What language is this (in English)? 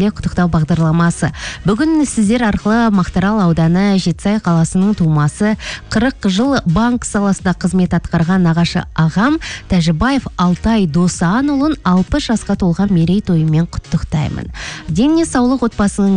Kazakh